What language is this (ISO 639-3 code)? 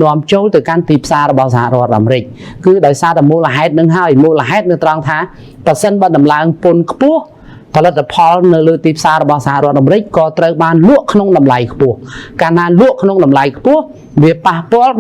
khm